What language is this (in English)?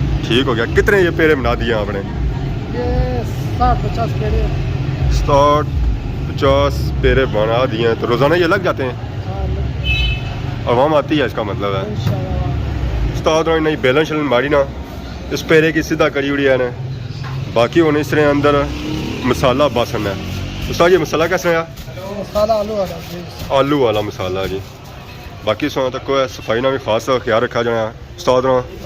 Pahari-Potwari